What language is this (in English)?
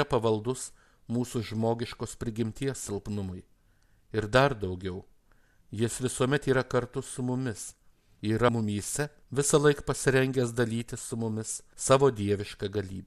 Lithuanian